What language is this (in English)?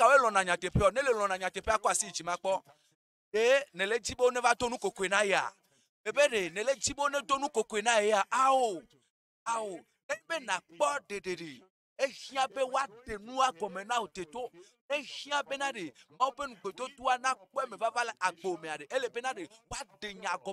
Ewe